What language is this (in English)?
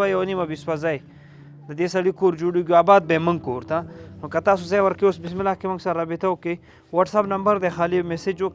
Pashto